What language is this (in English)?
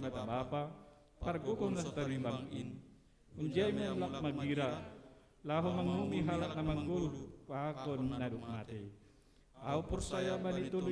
Batak Simalungun